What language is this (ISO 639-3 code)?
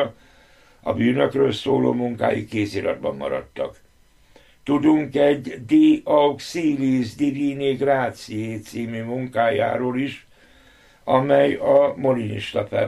hun